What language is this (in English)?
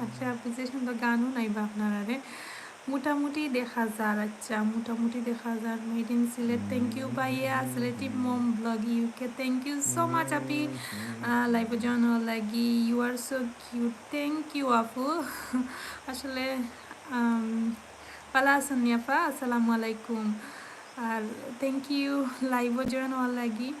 Sylheti